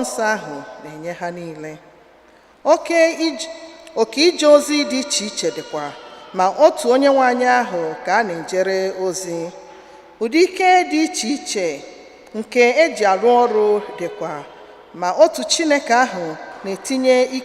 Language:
Igbo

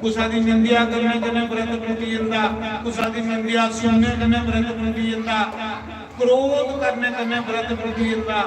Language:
Dogri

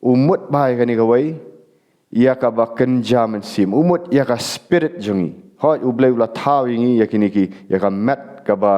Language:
Khasi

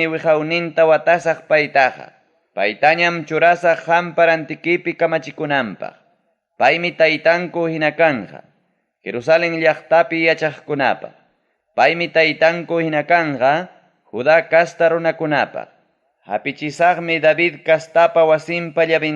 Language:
Ayacucho Quechua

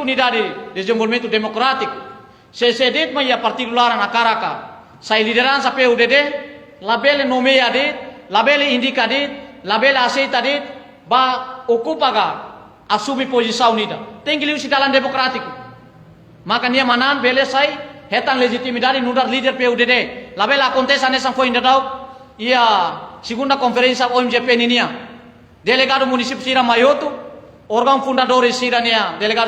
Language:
Tetum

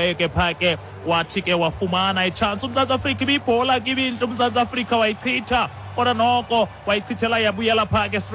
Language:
Xhosa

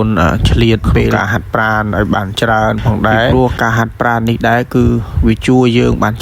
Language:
Khmer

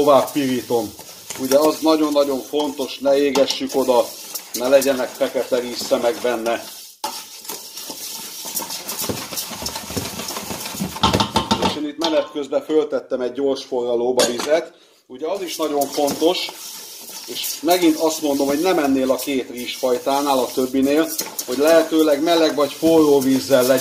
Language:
Hungarian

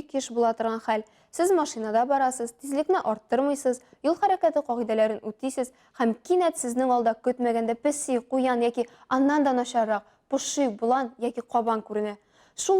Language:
Tatar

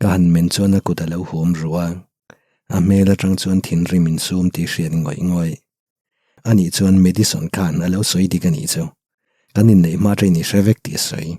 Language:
Mizo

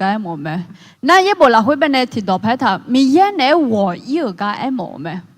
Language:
Akha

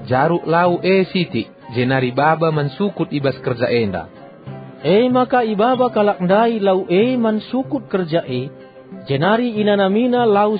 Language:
Batak Karo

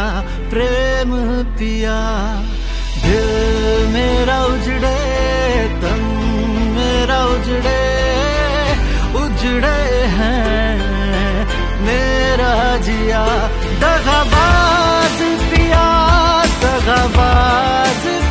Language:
Hindi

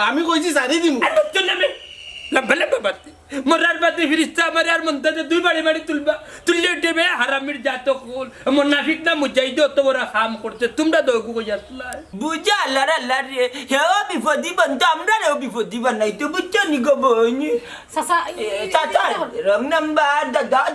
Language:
Sylheti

